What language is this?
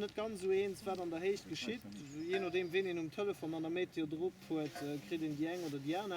Luxembourgish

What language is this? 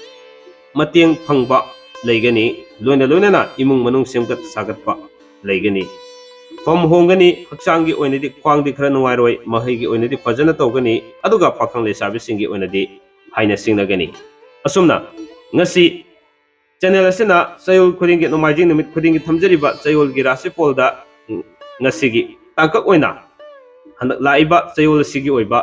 Manipuri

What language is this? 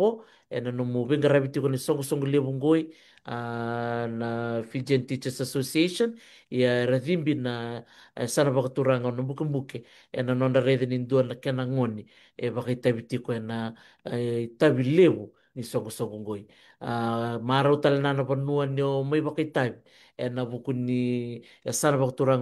Fijian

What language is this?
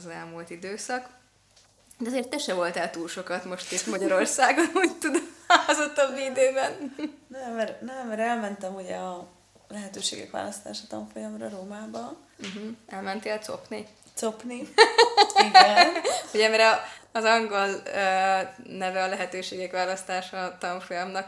Hungarian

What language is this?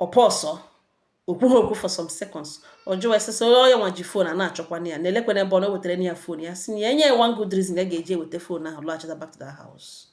Igbo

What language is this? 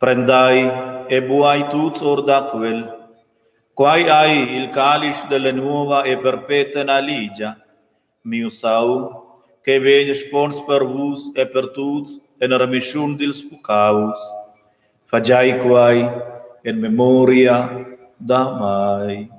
Romansh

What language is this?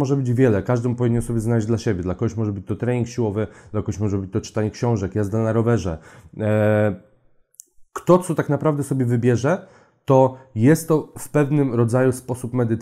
Polish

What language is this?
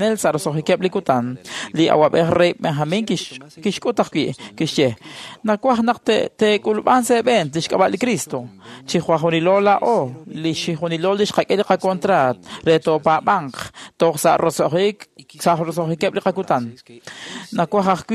Kekchí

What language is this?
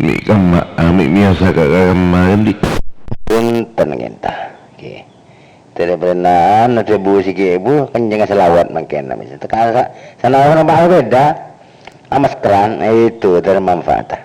Madurese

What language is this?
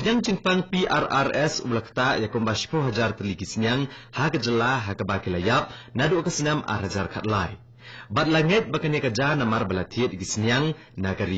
Khasi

